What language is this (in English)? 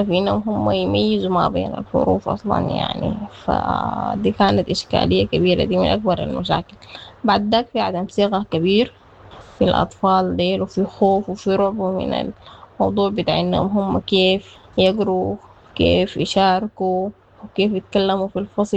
Sudanese Arabic